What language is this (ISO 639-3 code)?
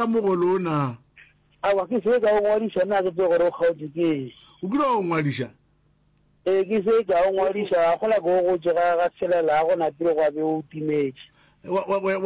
nso